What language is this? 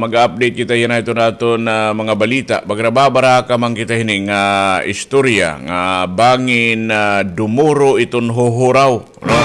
Waray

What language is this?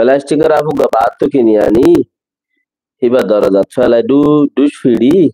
Rohingya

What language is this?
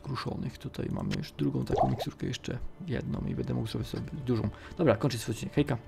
Polish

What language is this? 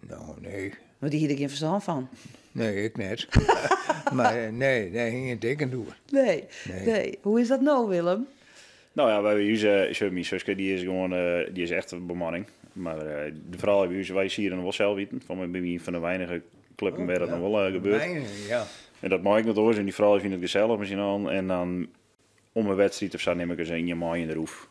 Western Frisian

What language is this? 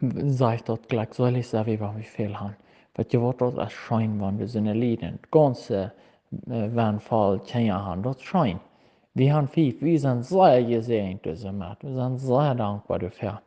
Plautdietsch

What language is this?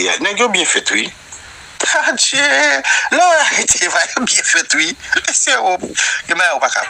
Haitian Creole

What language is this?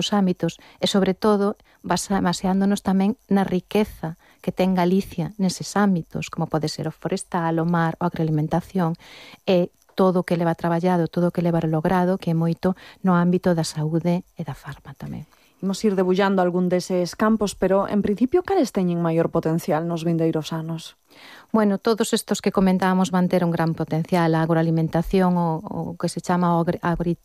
Galician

